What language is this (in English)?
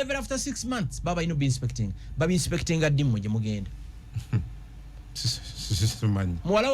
Ganda